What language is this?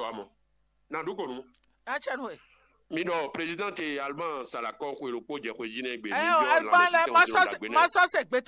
Fon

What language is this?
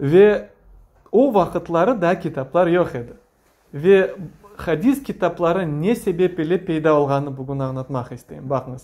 Crimean Tatar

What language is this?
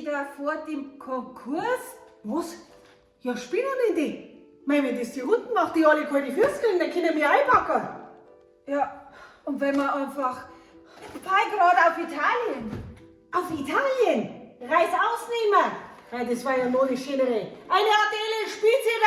Bavarian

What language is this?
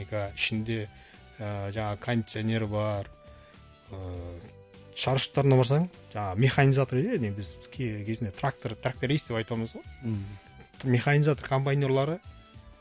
Kazakh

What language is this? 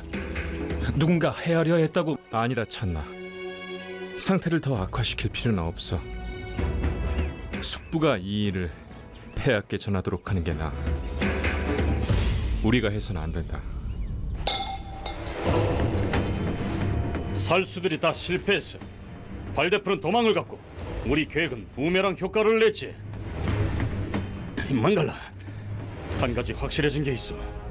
Korean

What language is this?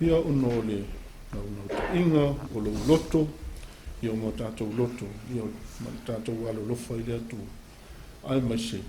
Samoan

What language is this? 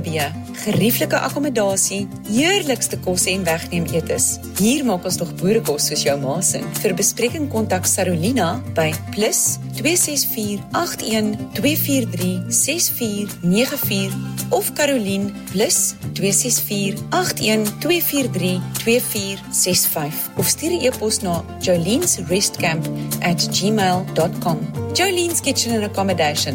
Afrikaans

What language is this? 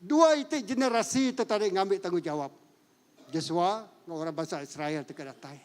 Iban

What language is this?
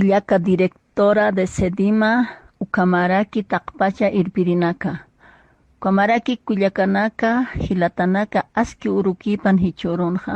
Aymara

